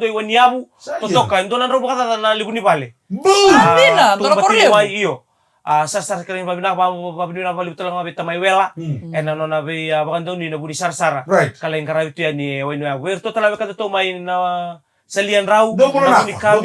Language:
Fijian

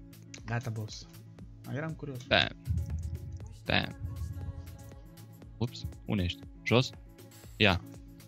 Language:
Romanian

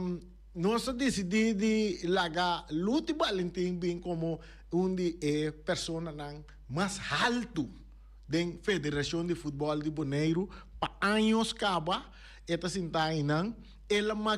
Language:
Papiamento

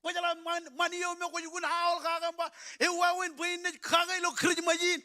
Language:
Marshallese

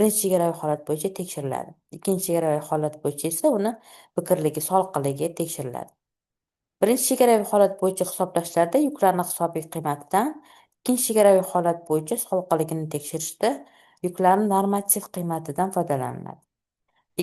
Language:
Uzbek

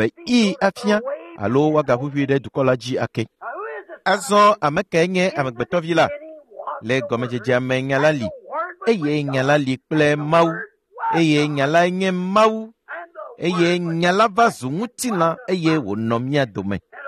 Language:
Ewe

